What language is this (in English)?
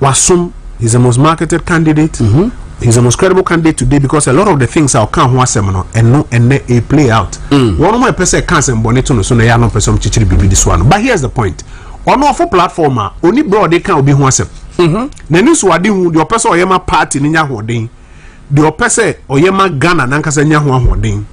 Akan